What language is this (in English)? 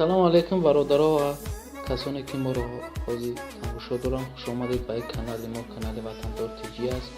Tajik